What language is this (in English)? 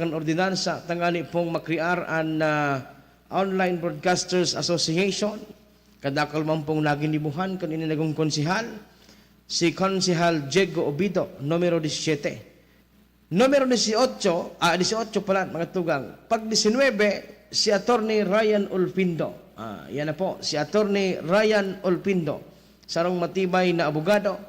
Bikol